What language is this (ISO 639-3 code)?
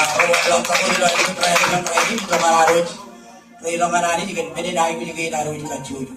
mah